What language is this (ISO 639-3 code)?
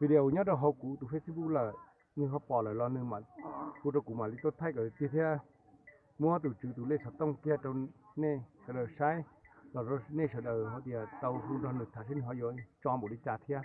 hmn